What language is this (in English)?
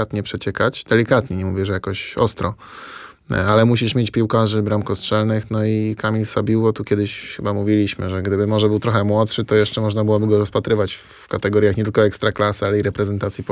Polish